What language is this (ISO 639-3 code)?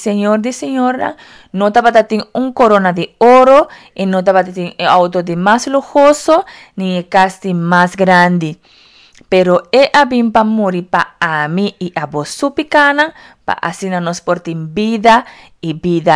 pap